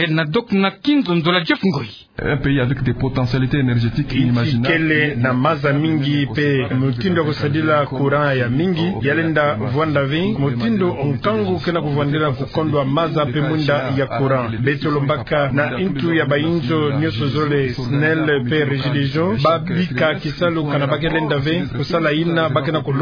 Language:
Kituba (Democratic Republic of Congo)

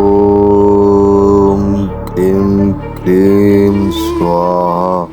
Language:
Chhattisgarhi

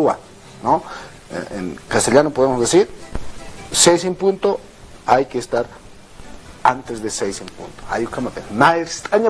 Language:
Aymara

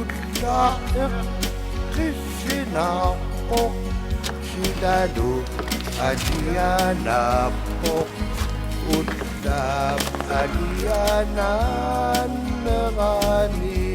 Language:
Kalaallisut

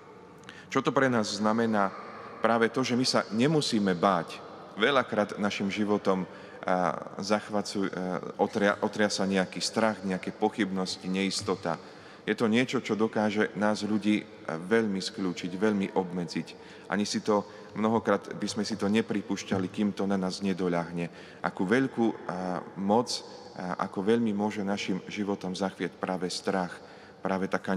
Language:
Slovak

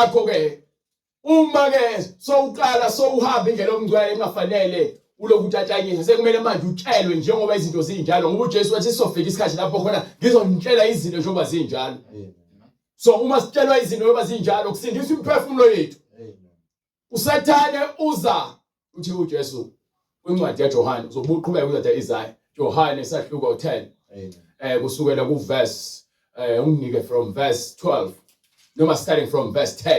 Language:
Zulu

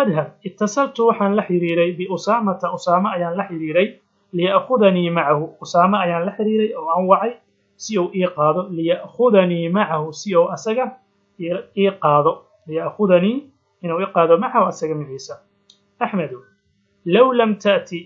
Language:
Somali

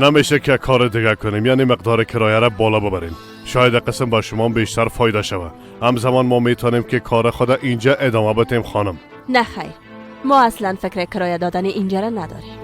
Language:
Persian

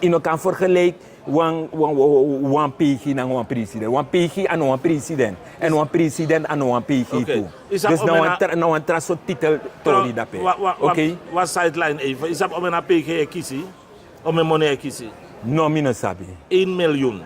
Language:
Sranan Tongo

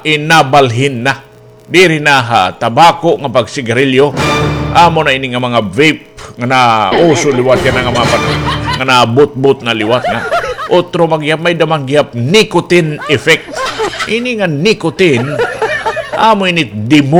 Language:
Waray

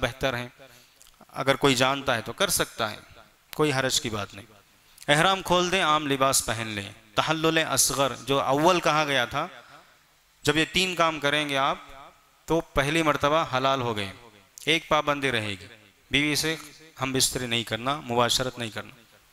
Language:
Urdu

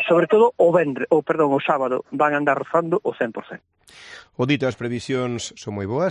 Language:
Galician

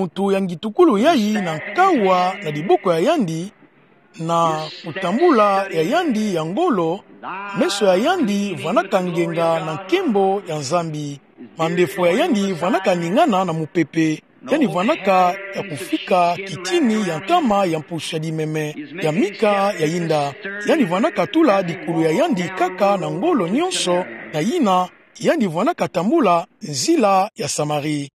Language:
Kituba (Democratic Republic of Congo)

